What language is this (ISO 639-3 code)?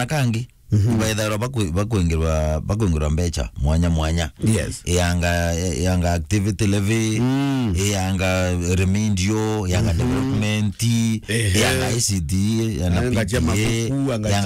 mer